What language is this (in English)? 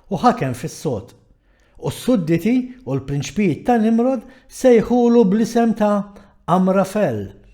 Maltese